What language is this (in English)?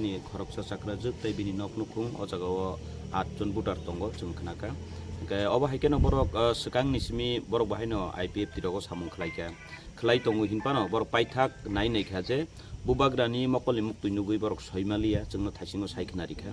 Kok Borok